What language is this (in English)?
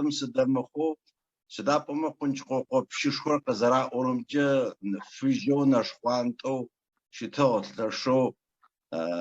Adyghe